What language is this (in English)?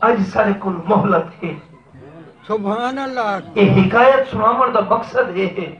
Saraiki